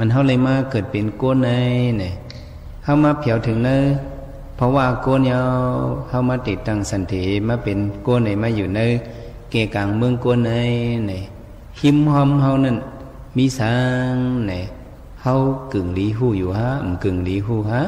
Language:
Shan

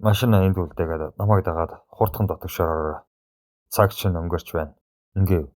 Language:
Mongolian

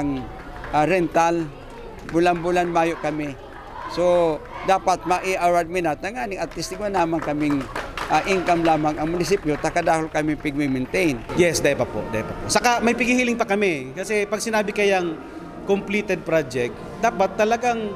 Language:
Bikol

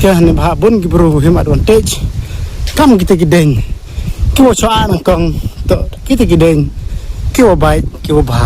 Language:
Khasi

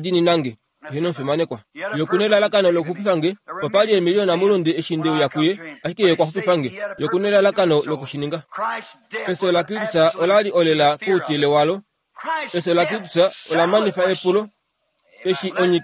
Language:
Kuanyama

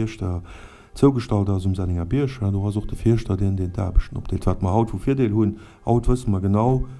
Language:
Luxembourgish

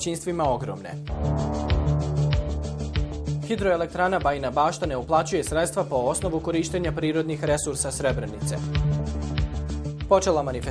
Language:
Bosnian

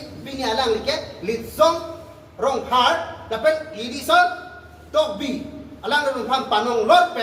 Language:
Karbi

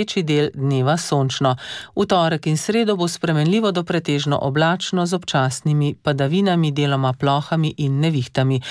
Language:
Slovenian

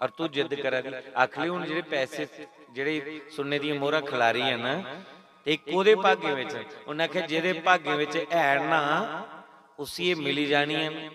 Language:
Dogri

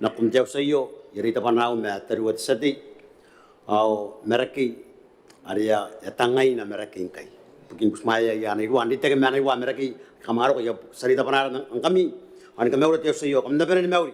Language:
Gilbertese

